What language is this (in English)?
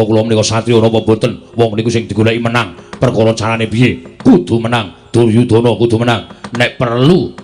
Javanese